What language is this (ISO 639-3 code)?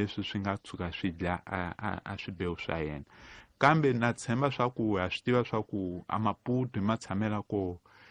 tso